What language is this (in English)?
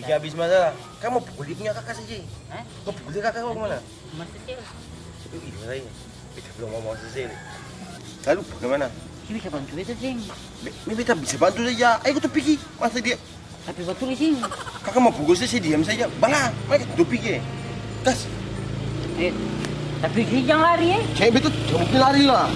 Ambonese Malay